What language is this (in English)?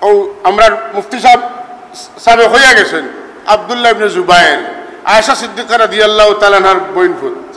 Sylheti